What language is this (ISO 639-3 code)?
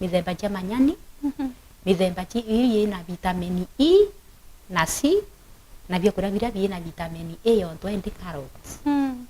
mer